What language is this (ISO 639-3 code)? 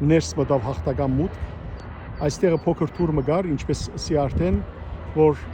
hyw